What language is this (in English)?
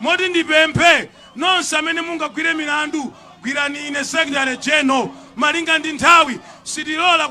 Nyanja